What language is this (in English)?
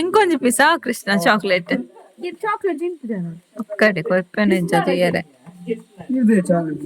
Tulu